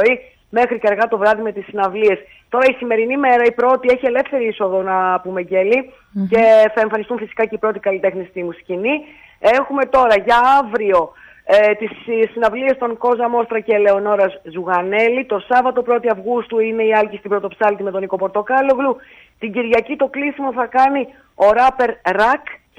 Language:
Greek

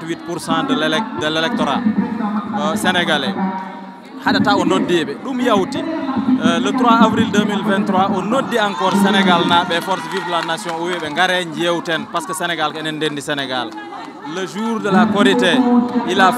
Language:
Fula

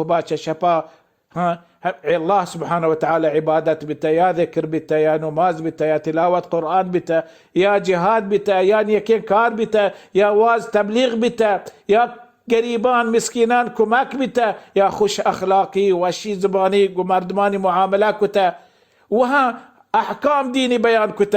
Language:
Baluchi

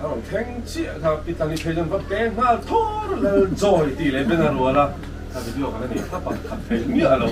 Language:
Mizo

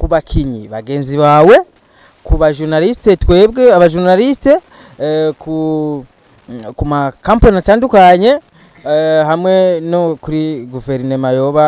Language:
Rundi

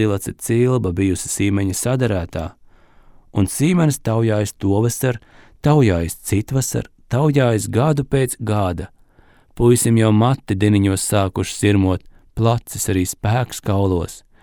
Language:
Latvian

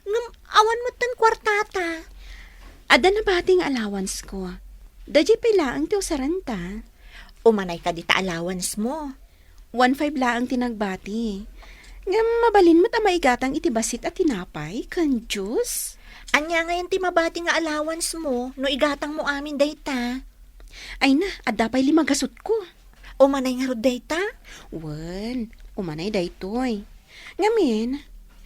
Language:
Iloko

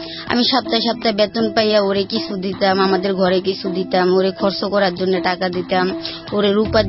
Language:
Bangla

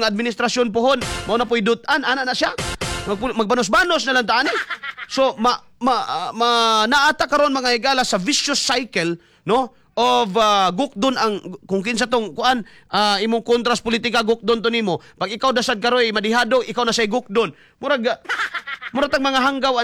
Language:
Cebuano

